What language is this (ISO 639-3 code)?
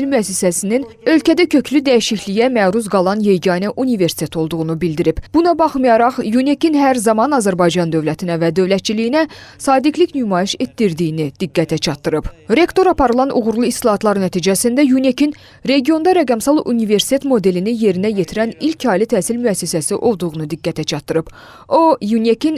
aze